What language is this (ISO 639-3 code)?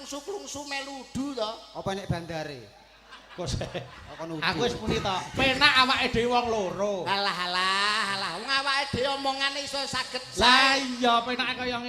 jav